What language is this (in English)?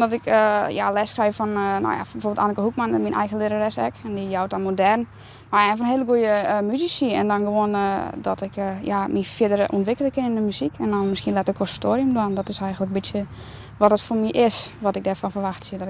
Western Frisian